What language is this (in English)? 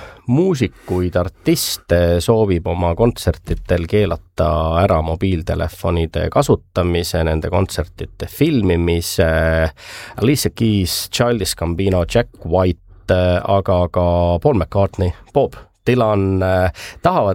Estonian